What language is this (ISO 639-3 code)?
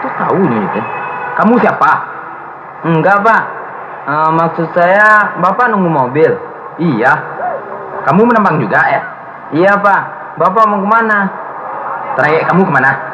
min